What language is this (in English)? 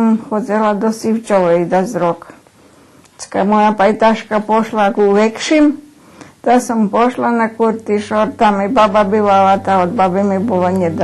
Rusyn